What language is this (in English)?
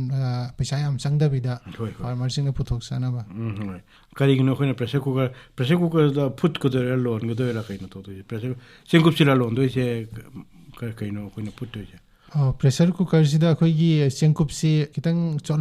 Manipuri